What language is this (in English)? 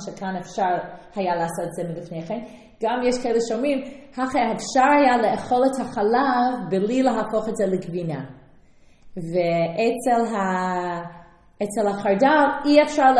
Hebrew